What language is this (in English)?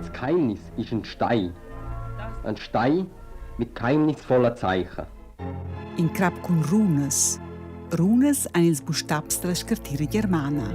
Romansh